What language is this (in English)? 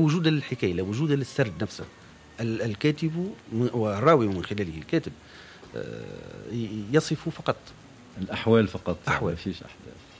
Tunisian Arabic